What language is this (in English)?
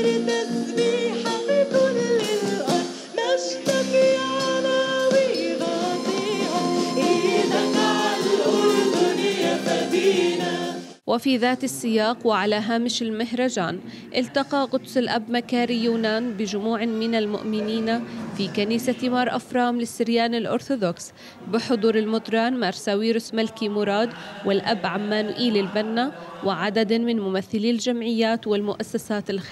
Arabic